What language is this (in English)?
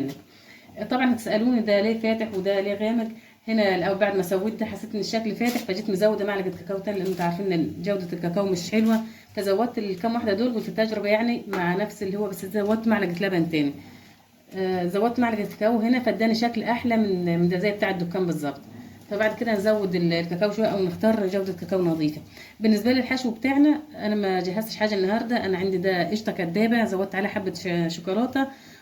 Egyptian Arabic